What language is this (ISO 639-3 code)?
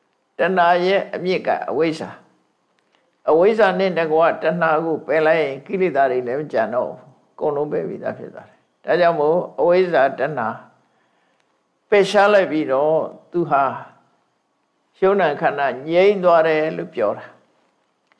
mya